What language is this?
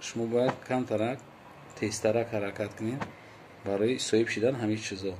Tajik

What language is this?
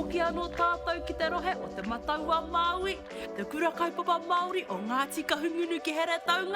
Māori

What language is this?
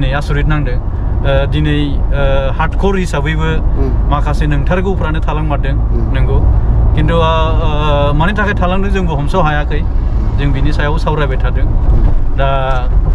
Bodo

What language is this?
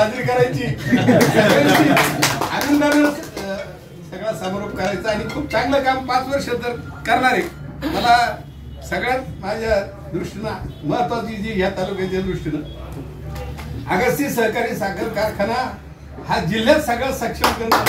Marathi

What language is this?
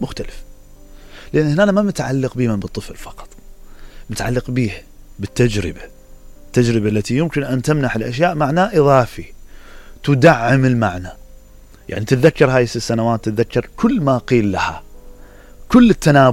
Mesopotamian Arabic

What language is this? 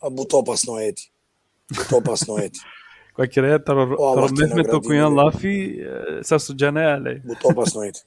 Balkan Romani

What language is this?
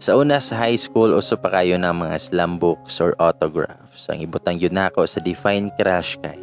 Cebuano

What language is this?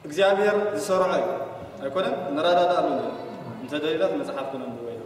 Tigrinya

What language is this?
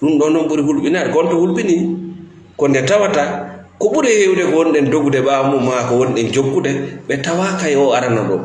Fula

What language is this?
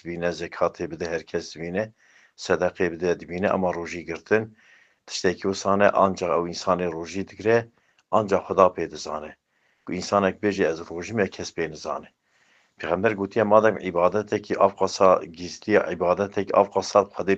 Kurdish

